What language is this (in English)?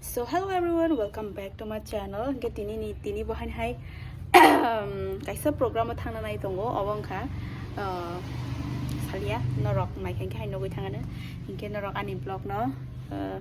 Kok Borok